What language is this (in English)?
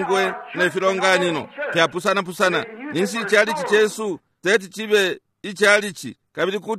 Bemba